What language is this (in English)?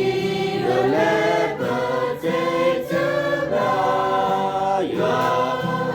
S'gaw Karen